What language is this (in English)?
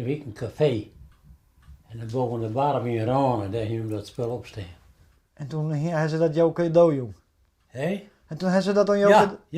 Western Frisian